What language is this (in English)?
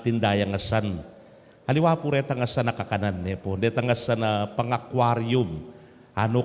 Pampanga